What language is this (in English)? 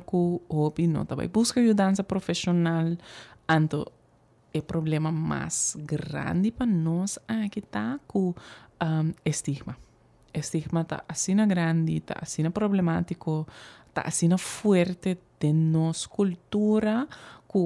Papiamento